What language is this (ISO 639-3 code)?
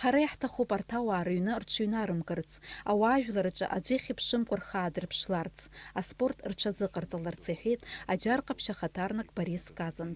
abk